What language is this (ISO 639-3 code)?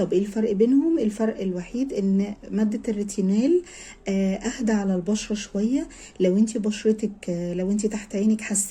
arz